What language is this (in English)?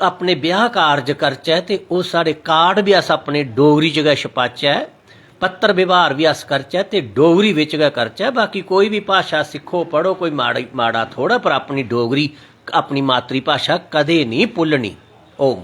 Dogri